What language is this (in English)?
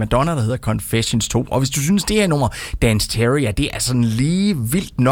Danish